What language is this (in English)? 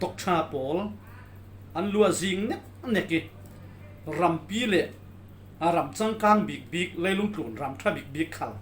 Falam Chin